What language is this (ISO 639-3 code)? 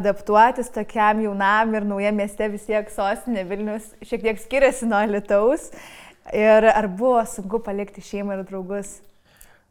lit